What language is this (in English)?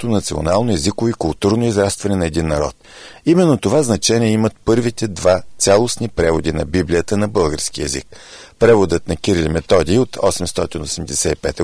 Bulgarian